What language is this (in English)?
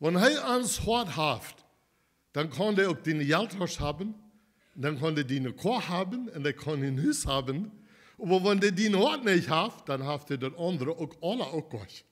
Plautdietsch